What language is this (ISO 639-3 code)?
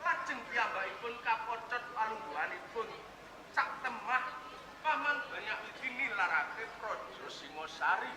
jav